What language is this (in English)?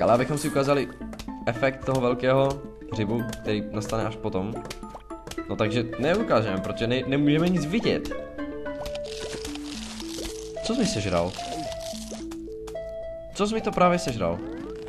Czech